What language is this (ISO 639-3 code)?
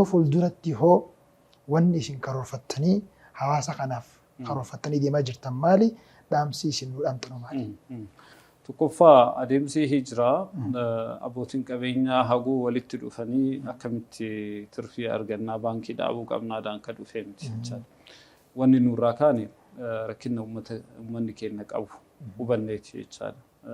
orm